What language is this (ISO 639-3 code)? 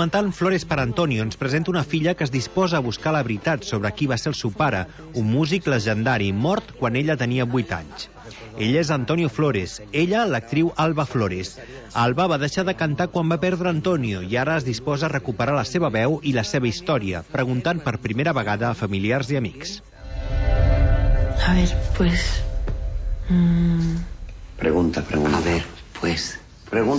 cat